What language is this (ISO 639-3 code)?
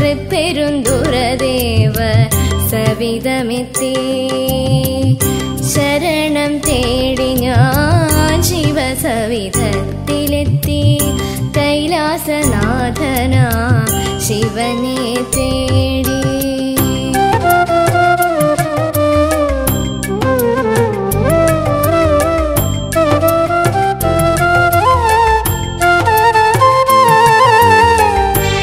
mal